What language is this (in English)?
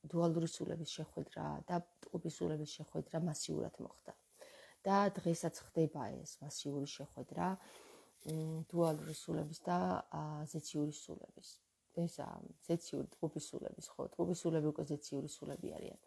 Georgian